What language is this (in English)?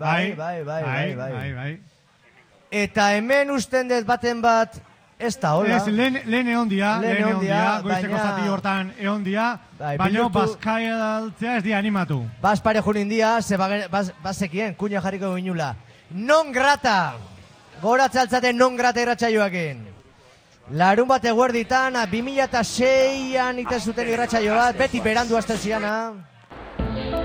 Basque